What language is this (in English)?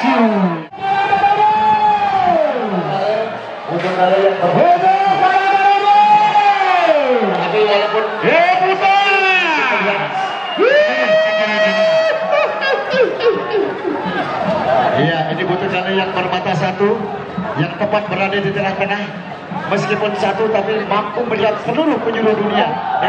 Indonesian